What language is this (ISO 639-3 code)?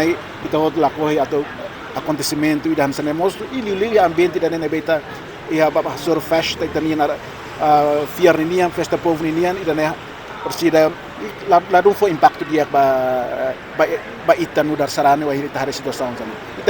tet